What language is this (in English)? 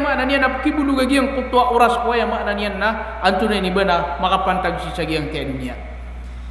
Maranao